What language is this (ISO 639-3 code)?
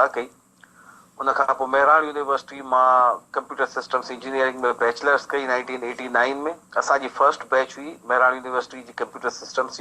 snd